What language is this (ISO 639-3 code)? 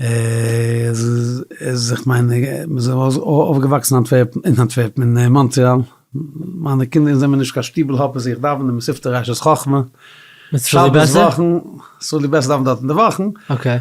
yid